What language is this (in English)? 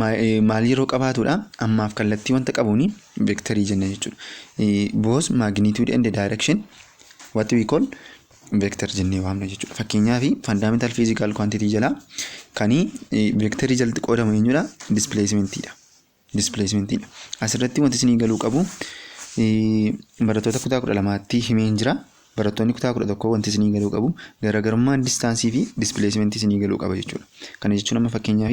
Oromo